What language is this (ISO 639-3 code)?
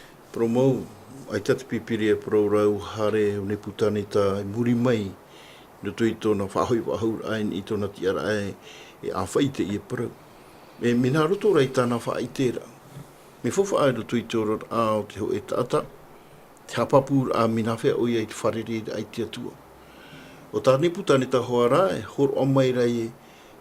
tah